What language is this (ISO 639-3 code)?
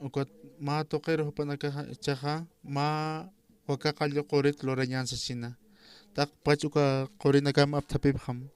aym